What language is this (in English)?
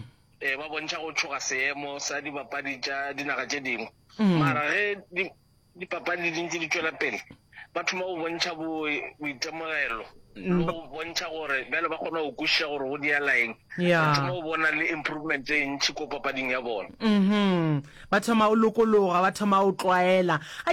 Northern Sotho